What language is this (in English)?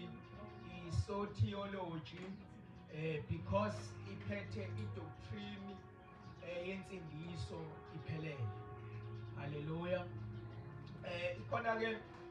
Zulu